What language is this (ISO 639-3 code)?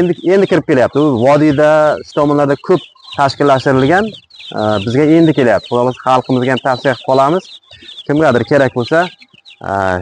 uzb